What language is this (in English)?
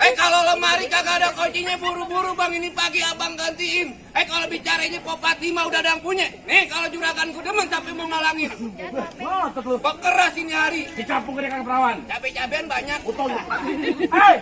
Betawi